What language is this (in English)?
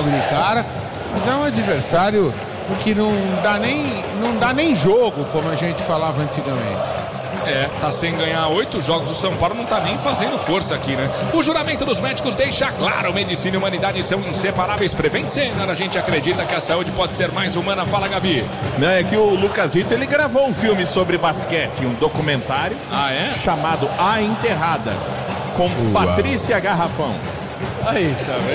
Portuguese